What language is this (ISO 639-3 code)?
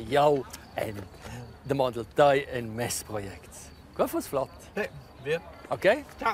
roh